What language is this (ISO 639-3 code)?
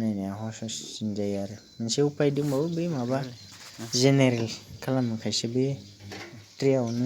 brx